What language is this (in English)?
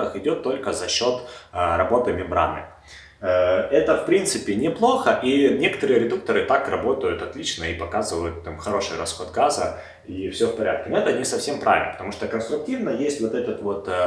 Russian